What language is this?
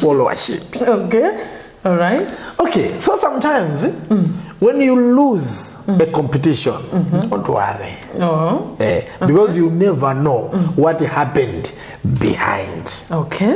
Nyanja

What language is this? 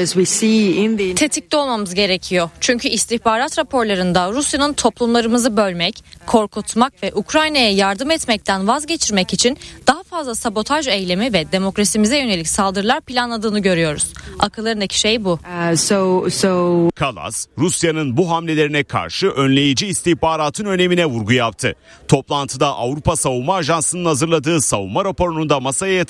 Turkish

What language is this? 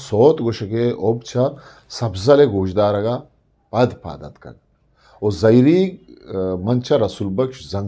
Eastern Balochi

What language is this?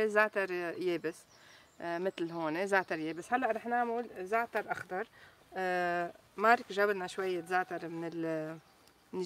North Levantine Arabic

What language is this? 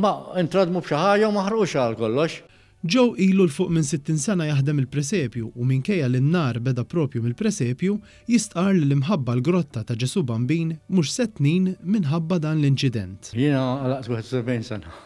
Maltese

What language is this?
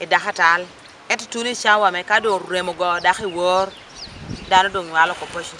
Acoli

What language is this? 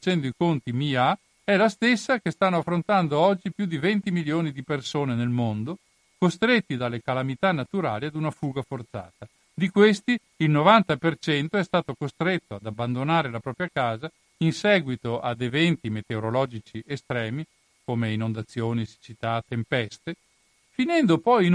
Italian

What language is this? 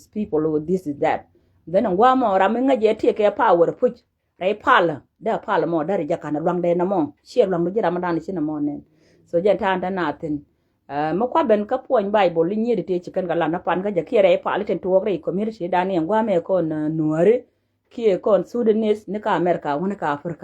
Nuer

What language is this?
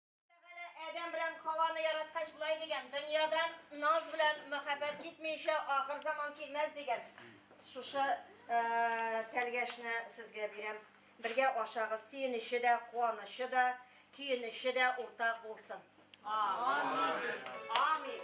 Tatar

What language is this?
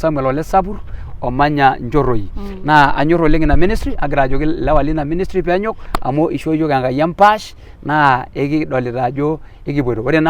Masai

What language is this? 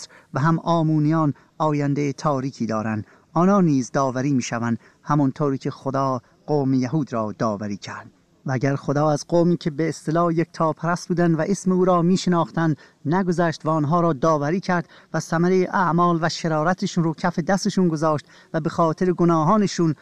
Persian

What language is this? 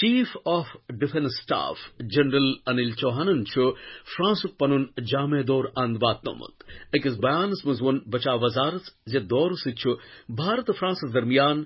Kashmiri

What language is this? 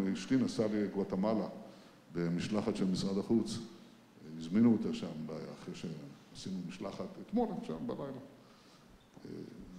Hebrew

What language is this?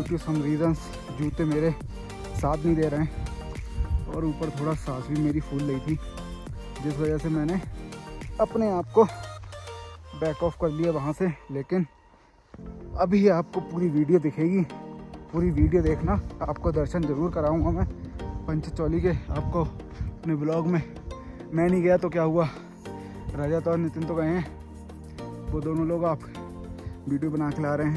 Hindi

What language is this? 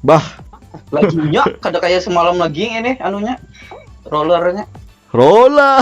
Banjar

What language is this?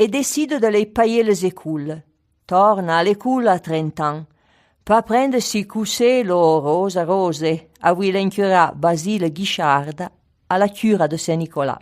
Arpitan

